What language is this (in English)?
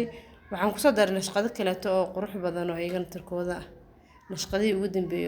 Somali